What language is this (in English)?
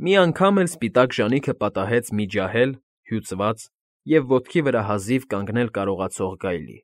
Armenian